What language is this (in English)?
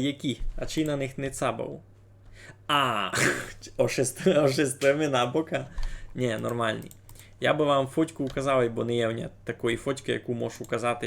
Rusyn